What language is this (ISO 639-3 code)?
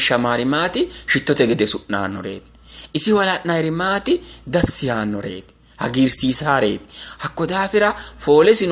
sid